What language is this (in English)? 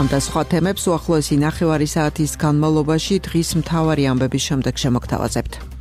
Georgian